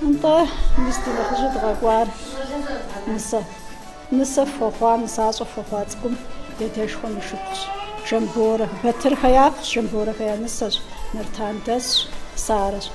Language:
Kabardian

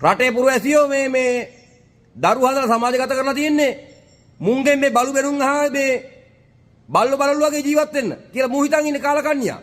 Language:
Sinhala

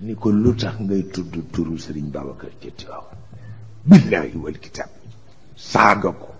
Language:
Wolof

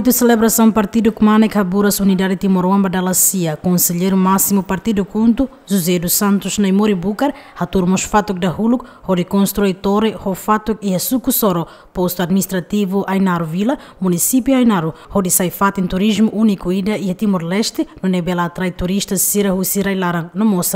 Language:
Tetum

